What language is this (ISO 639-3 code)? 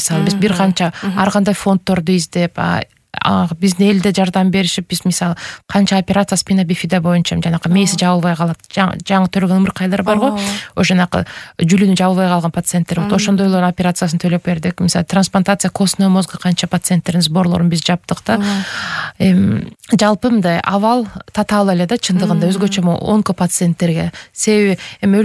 kir